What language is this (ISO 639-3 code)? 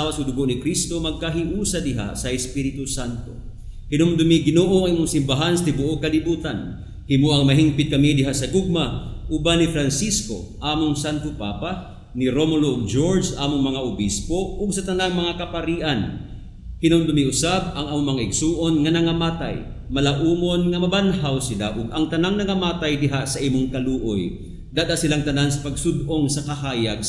ceb